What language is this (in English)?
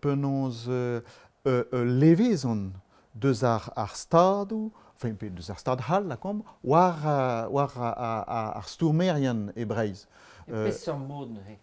Breton